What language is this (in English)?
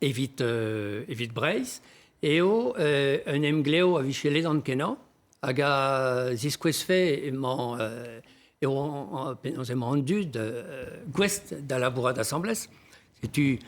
Breton